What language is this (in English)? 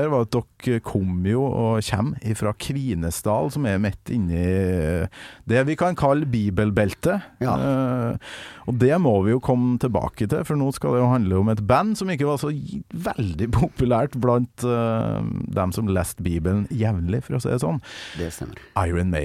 Norwegian